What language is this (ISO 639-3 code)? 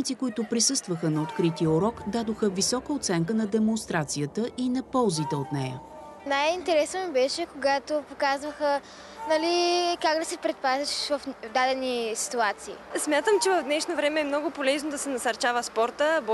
bul